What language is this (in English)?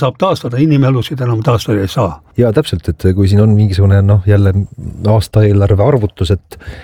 Estonian